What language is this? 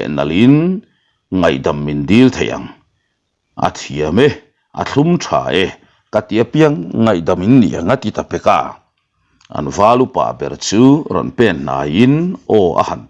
Mizo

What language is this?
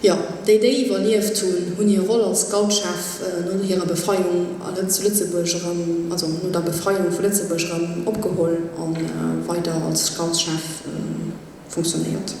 Luxembourgish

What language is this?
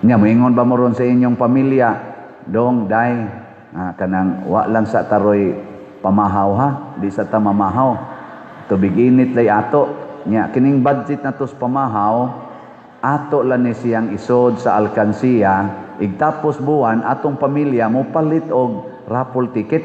Cebuano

